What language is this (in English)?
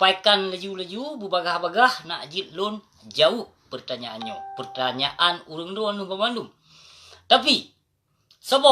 Achinese